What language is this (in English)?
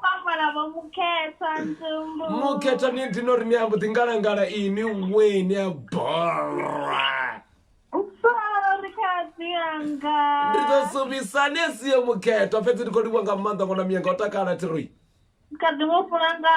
Venda